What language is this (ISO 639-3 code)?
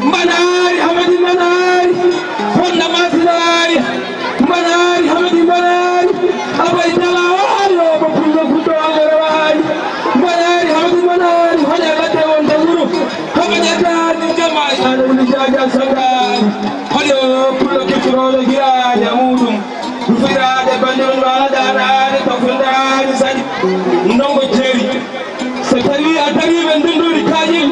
ful